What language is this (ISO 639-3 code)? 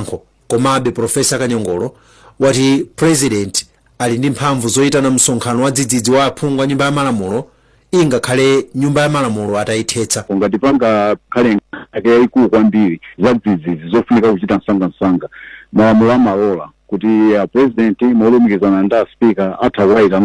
nya